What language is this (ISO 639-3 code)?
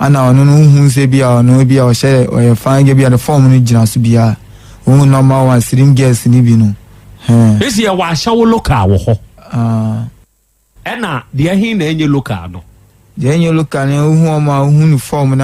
aka